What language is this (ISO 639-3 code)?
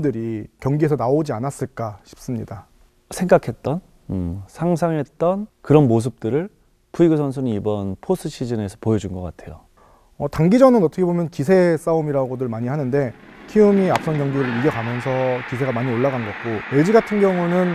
kor